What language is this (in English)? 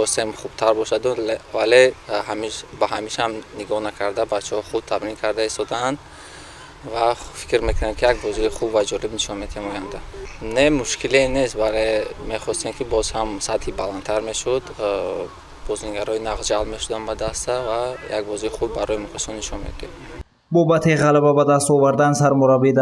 Tajik